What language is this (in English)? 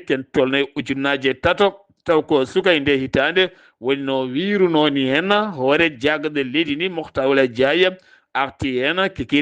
Fula